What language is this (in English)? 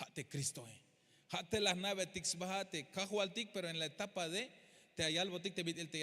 Tzeltal